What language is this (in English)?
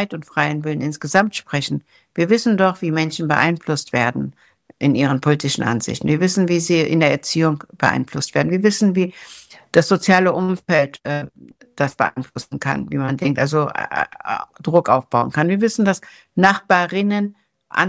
German